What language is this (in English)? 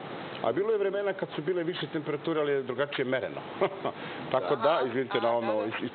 Serbian